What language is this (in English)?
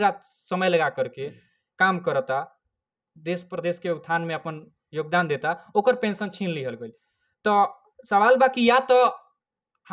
Bhojpuri